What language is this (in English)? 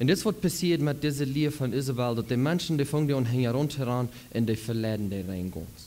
Plautdietsch